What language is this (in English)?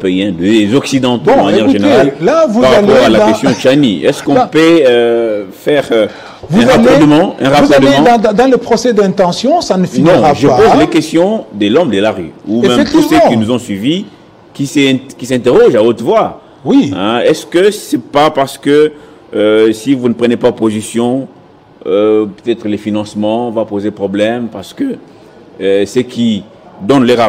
French